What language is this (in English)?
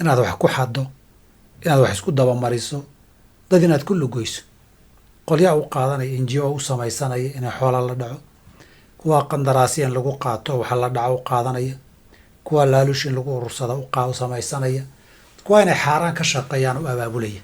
Somali